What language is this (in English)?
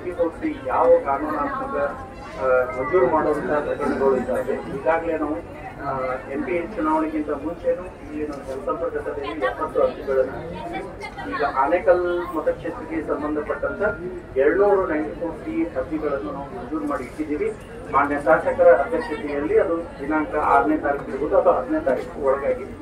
Kannada